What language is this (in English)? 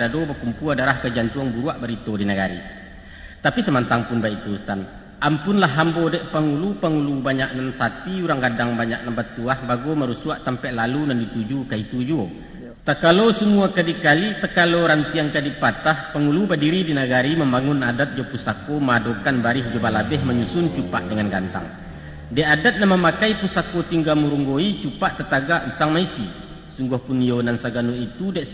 Minangkabau